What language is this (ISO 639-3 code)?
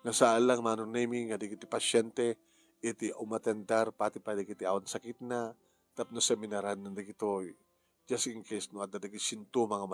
ilo